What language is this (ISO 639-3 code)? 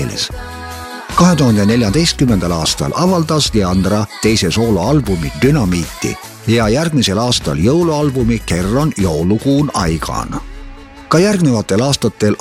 est